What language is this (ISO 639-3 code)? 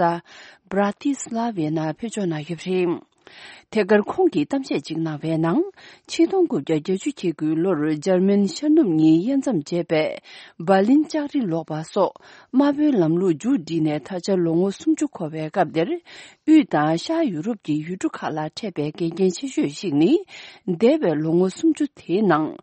bod